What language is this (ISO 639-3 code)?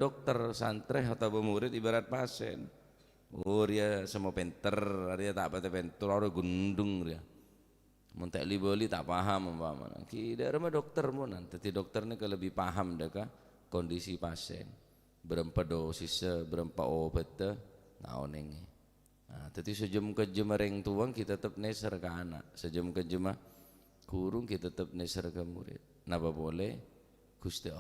mad